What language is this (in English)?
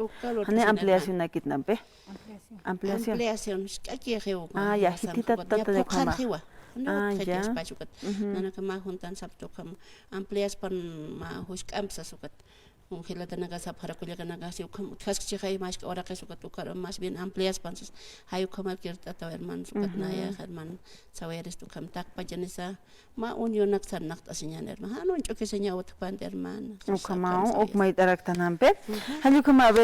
Aymara